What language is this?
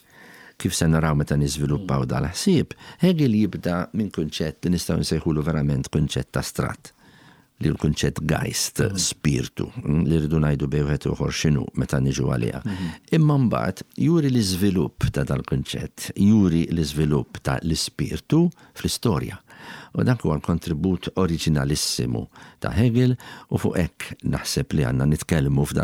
Maltese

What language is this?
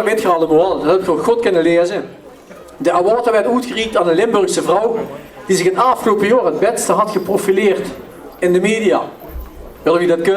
Limburgish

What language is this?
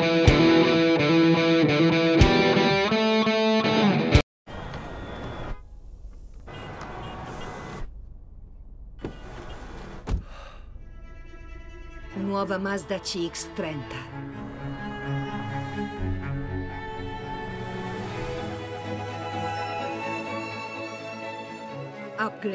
Italian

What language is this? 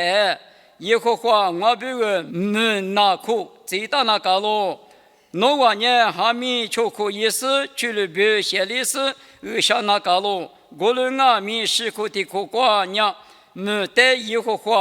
Lisu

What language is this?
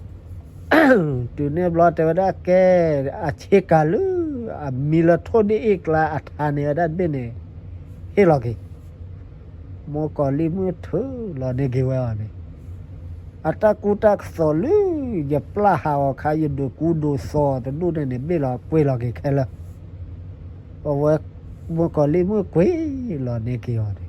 S'gaw Karen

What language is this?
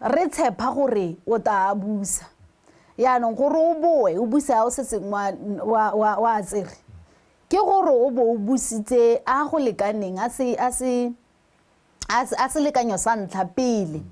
Tswana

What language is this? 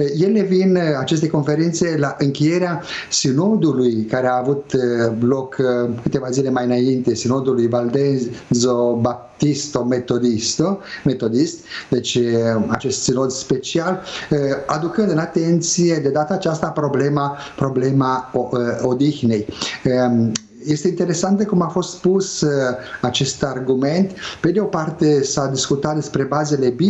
Romanian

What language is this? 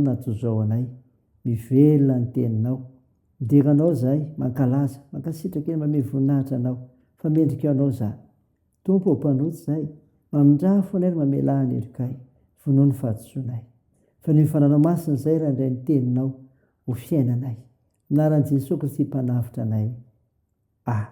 Malagasy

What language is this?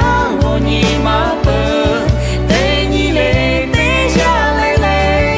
Lahu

